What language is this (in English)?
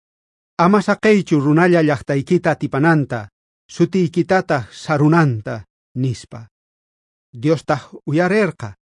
South Bolivian Quechua